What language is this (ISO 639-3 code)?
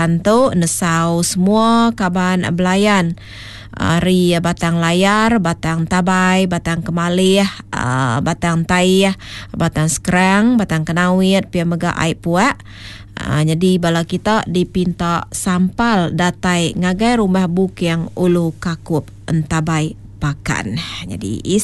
iba